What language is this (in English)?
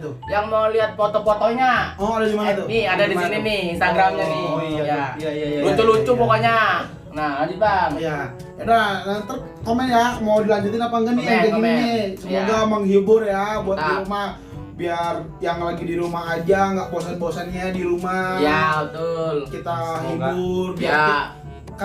Betawi